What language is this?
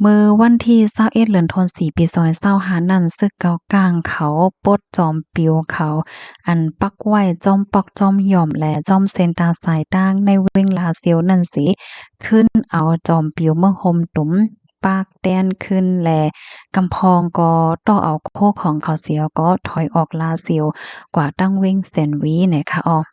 Shan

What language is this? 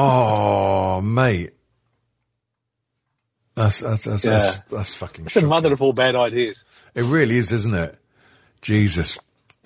English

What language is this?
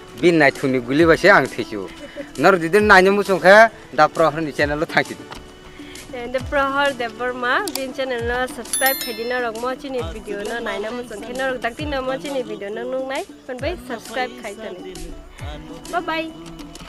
Kok Borok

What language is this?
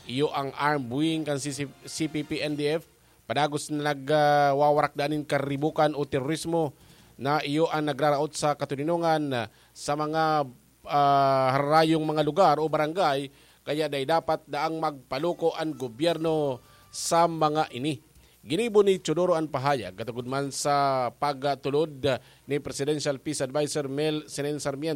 Bikol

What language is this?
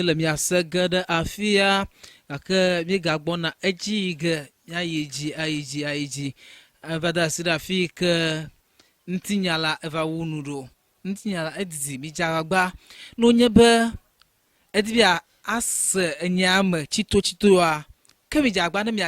Ewe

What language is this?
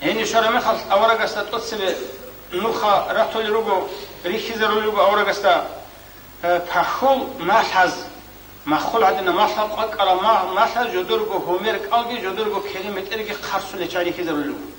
Avaric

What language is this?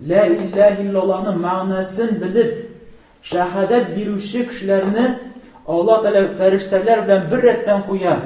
Tatar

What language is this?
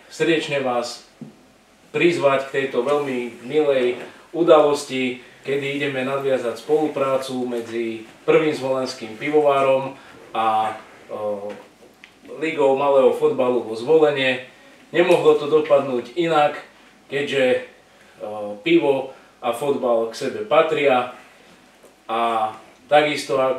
Slovak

